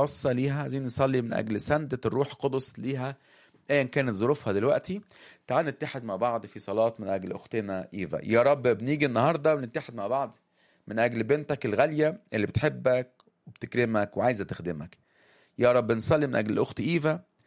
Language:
Egyptian Arabic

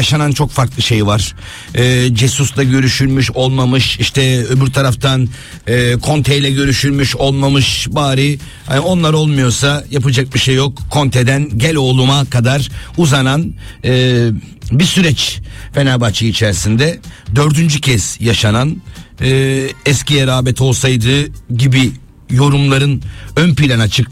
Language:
Turkish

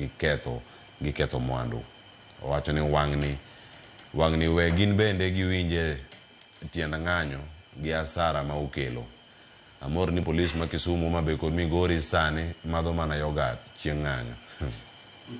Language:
Luo (Kenya and Tanzania)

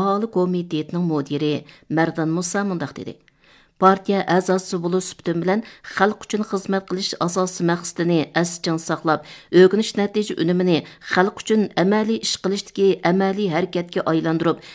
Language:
Uyghur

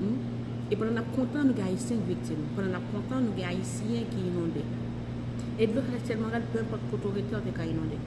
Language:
Haitian Creole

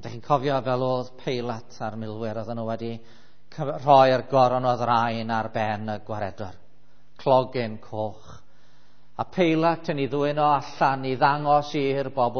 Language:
Welsh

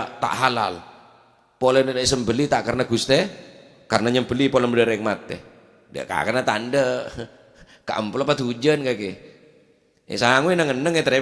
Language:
Madurese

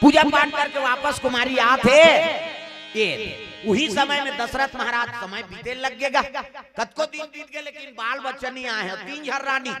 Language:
Chhattisgarhi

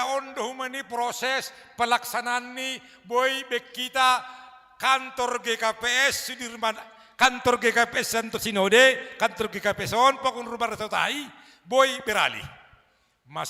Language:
Batak Simalungun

